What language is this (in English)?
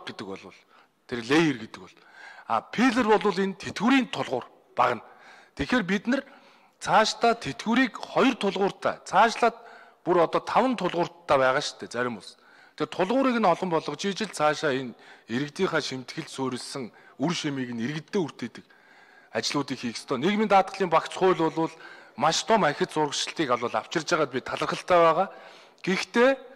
Mongolian